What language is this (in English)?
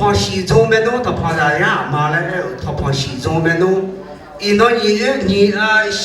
Akha